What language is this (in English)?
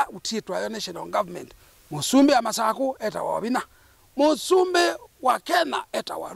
Kamba